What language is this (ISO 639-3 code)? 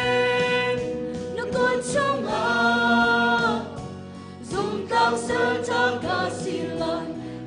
cnh